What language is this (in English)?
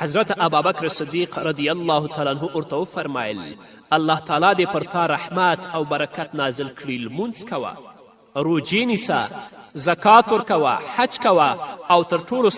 Pashto